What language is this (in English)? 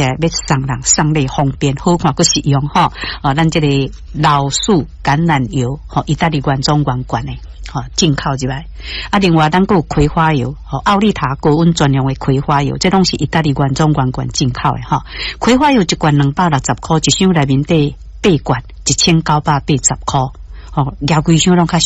Min Nan Chinese